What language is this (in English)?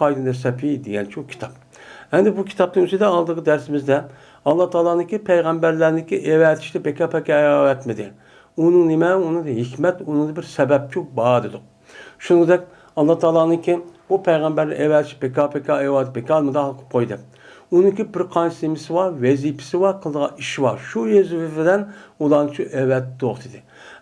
Uyghur